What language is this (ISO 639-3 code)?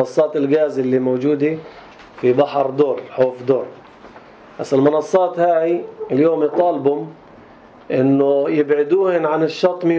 apc